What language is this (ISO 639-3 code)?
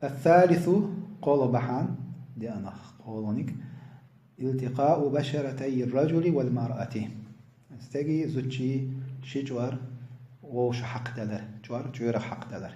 che